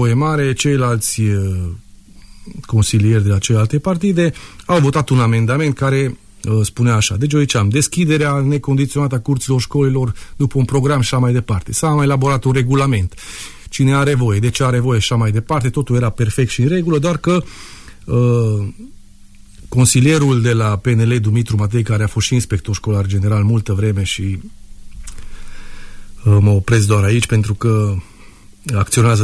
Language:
Romanian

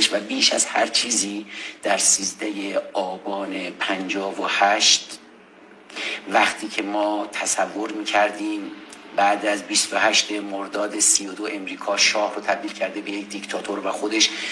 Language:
Persian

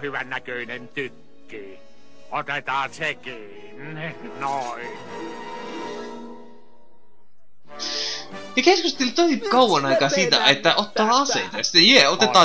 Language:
Finnish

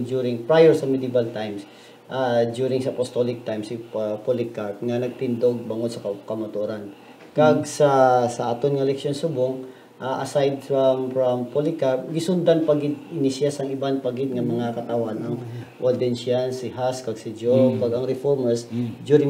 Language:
Hiligaynon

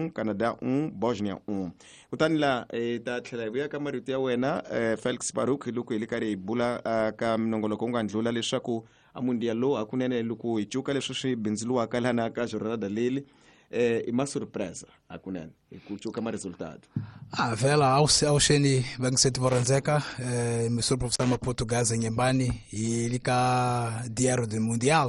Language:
Tsonga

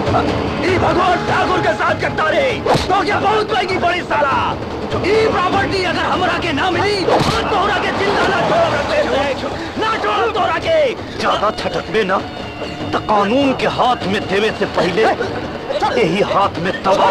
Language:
Bhojpuri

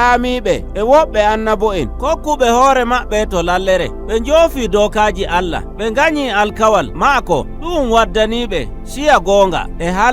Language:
Nigerian Fulfulde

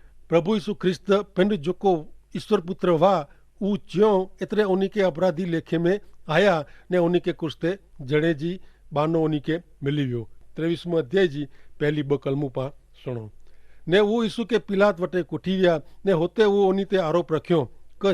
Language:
Kachhi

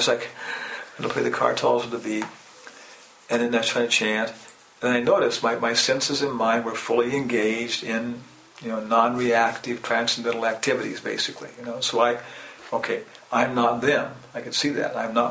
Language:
English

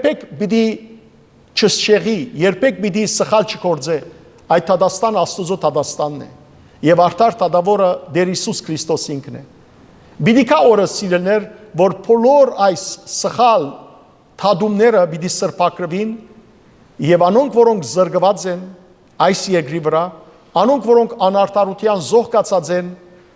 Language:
Western Armenian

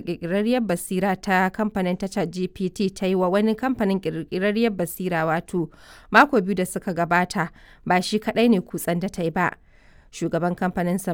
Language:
Hausa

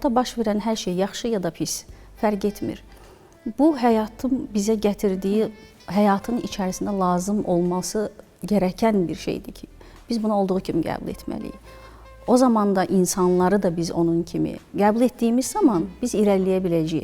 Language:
Azerbaijani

